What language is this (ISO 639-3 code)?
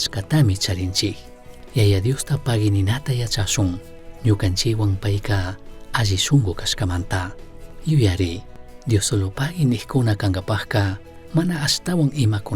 qug